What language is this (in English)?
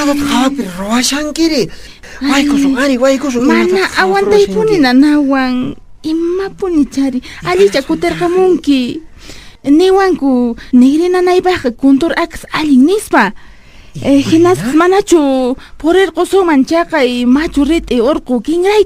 Quechua